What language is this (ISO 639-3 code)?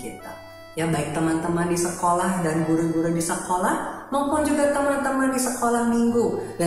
ind